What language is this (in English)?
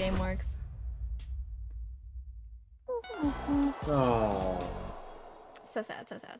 English